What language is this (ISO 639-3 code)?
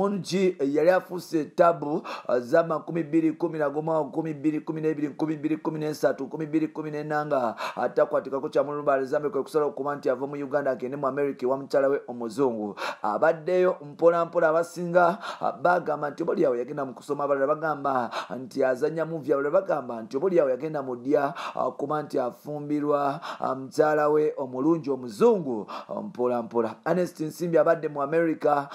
lug